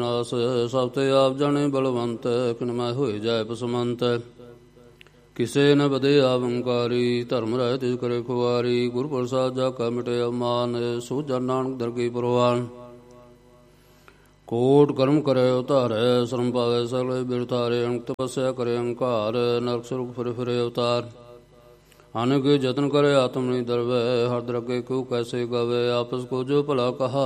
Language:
Punjabi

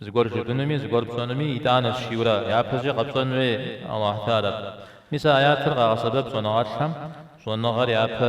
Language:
Kabardian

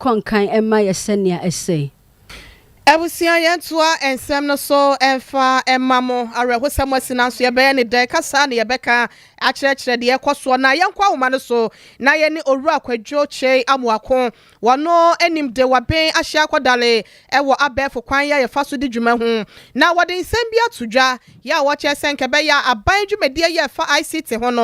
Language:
Akan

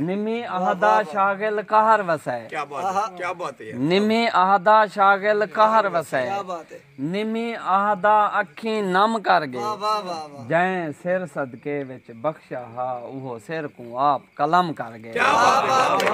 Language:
Saraiki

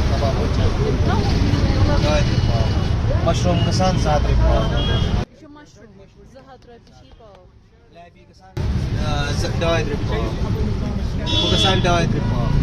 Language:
Kashmiri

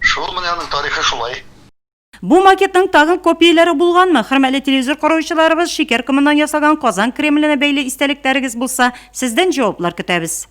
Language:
Tatar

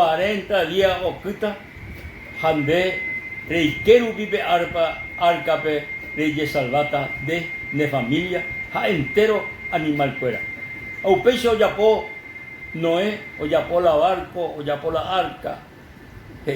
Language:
Guarani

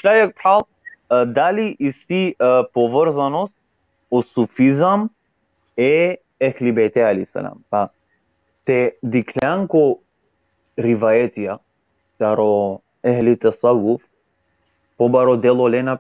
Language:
Balkan Romani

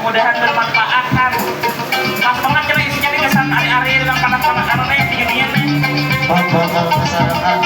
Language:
Banjar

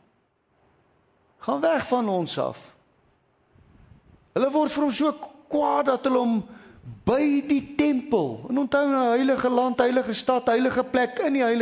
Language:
Afrikaans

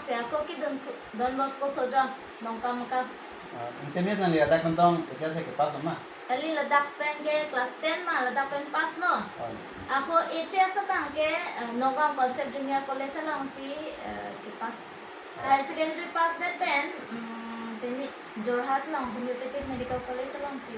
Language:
Karbi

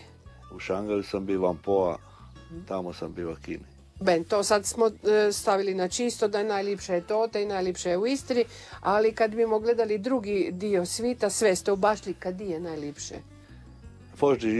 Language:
Croatian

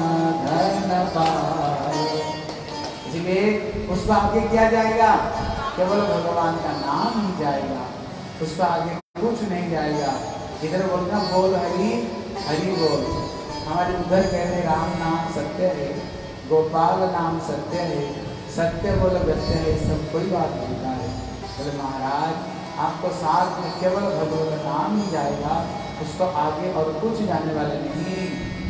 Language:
Hindi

